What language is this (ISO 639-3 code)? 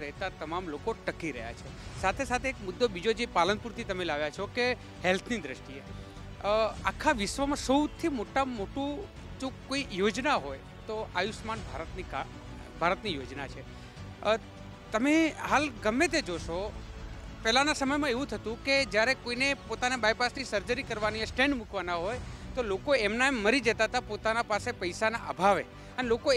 guj